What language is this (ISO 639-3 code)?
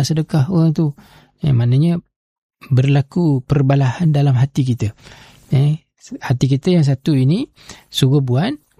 msa